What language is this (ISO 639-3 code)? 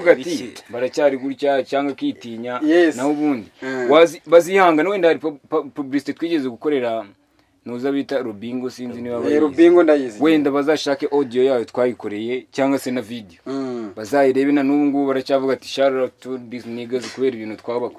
kin